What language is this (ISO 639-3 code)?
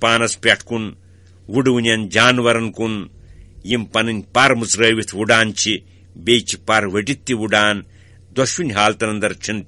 kas